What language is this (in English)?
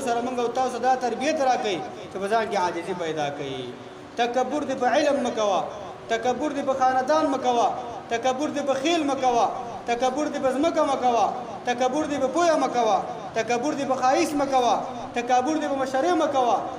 Pashto